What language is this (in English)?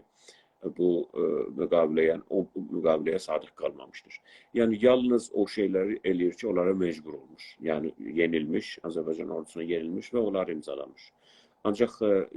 South Azerbaijani